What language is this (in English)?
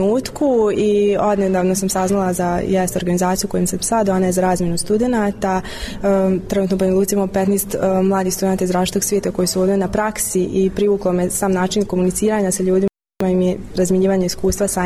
Bosnian